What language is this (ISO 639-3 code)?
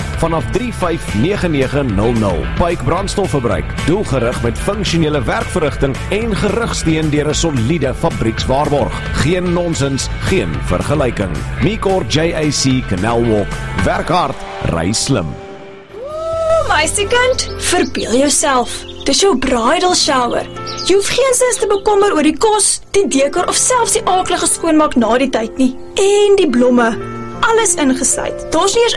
afr